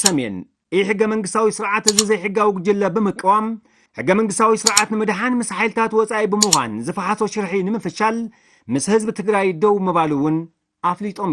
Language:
Tigrinya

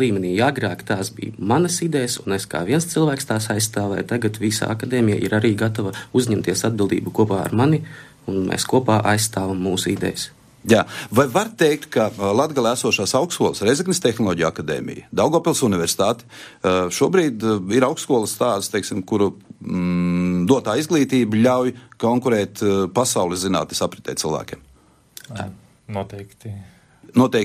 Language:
Latvian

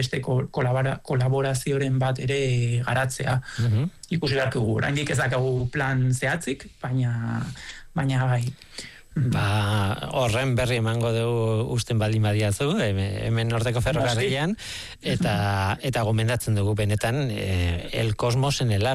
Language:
Basque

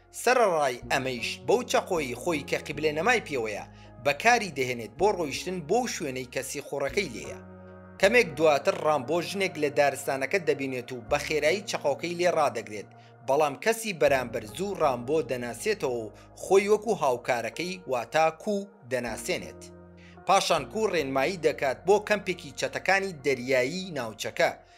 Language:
Central Kurdish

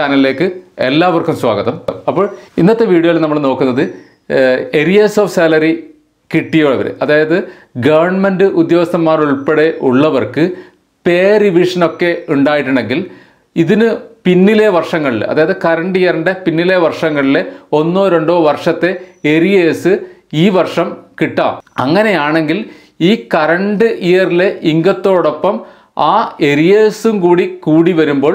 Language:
Malayalam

